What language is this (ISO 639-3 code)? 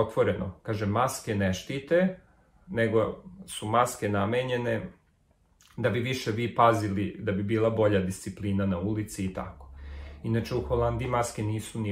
srp